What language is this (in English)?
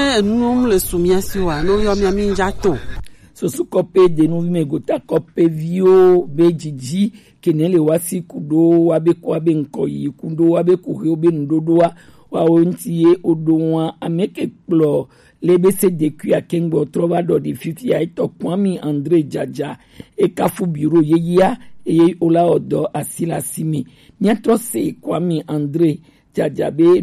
Gen